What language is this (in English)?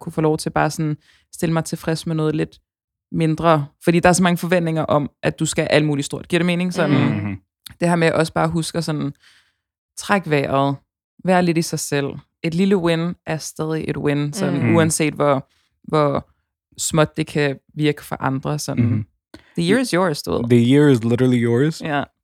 Danish